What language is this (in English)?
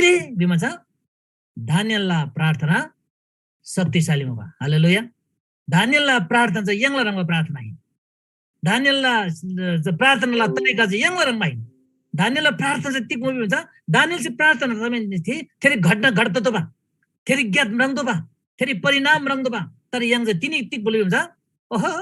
Eastern Tamang